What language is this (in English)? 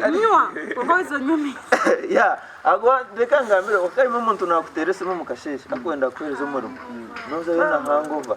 Nyankole